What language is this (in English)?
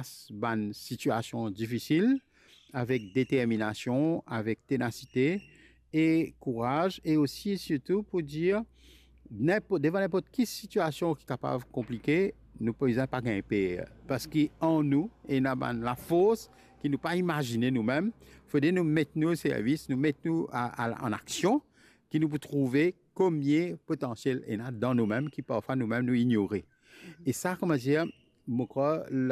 Morisyen